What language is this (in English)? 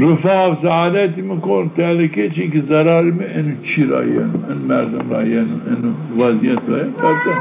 Zaza